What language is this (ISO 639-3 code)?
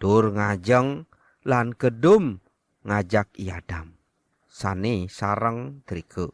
ban